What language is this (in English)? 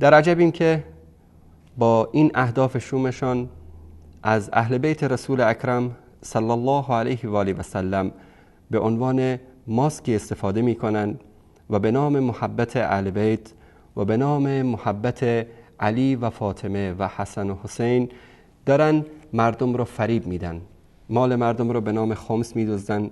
Persian